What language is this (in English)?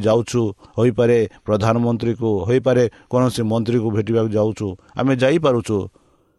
Odia